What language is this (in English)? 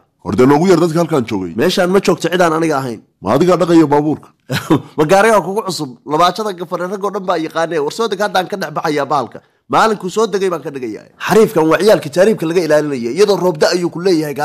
Somali